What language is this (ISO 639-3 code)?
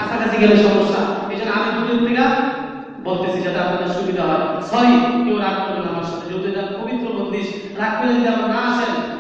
ben